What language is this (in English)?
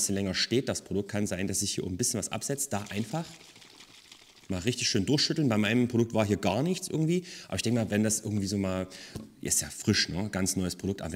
German